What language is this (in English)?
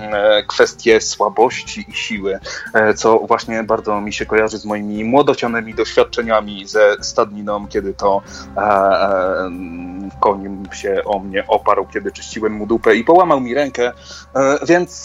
Polish